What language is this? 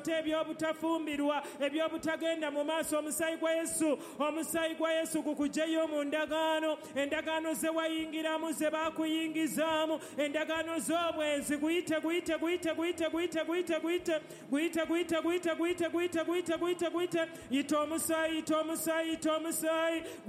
Ganda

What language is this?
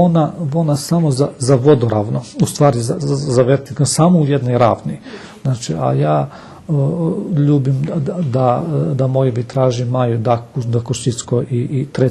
Rusyn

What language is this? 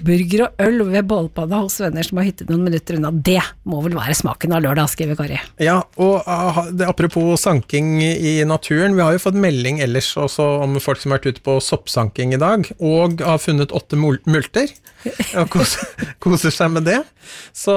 Norwegian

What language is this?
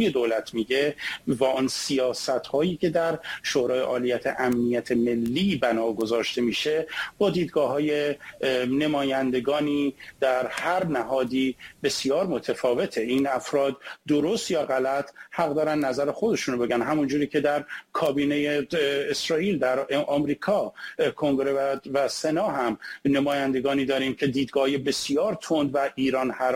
Persian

